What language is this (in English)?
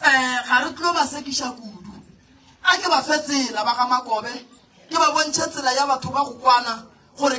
Northern Sotho